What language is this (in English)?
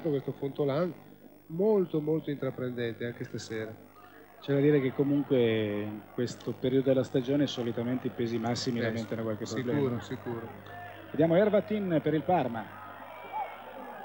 Italian